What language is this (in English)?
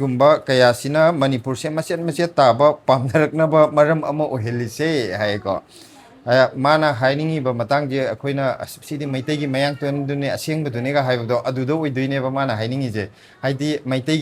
Manipuri